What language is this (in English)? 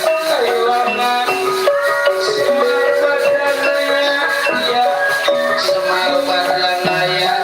Betawi